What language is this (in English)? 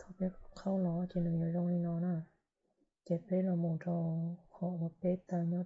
Hmong